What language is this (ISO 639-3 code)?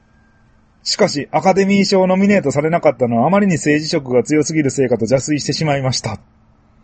jpn